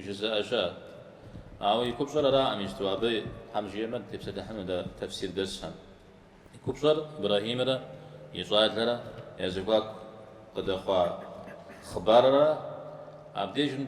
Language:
Kabardian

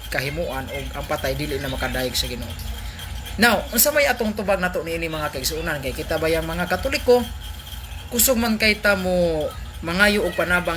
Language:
Cebuano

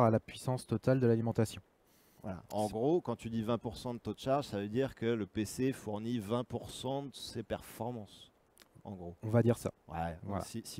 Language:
French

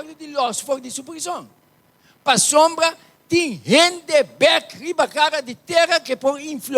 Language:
Papiamento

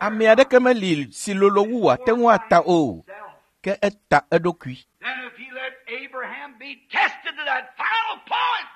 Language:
Ewe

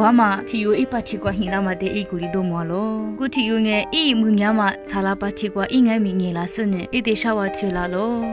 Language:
Lisu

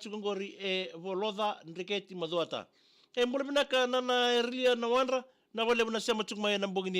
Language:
Fijian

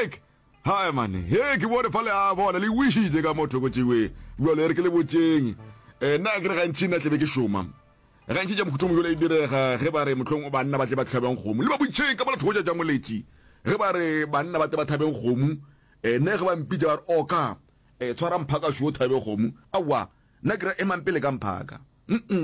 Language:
Northern Sotho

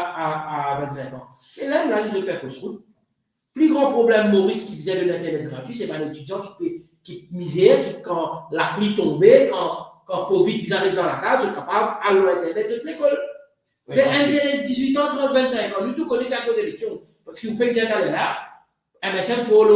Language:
Morisyen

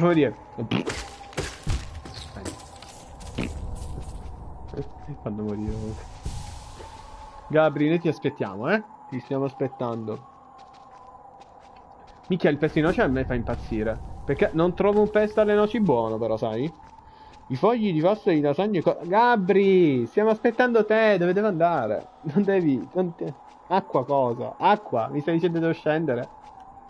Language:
Italian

